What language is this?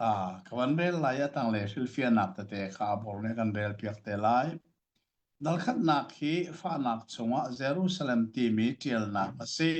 Hakha Chin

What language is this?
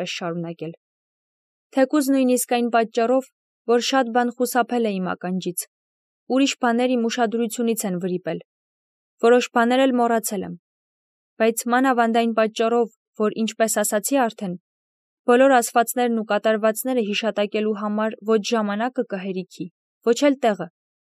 Armenian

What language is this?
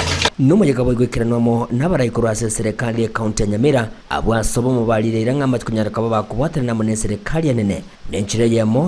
Gusii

